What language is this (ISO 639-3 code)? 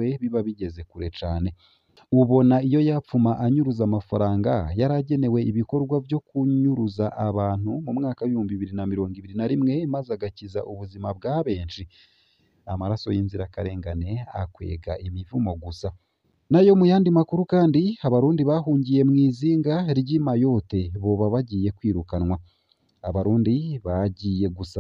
run